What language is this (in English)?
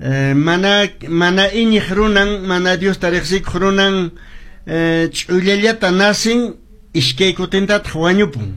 Quechua